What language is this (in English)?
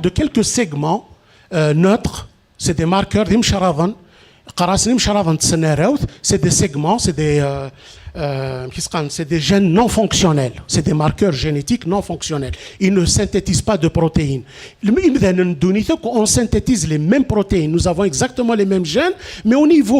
Kabyle